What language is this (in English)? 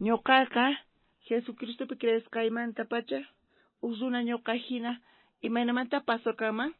South Bolivian Quechua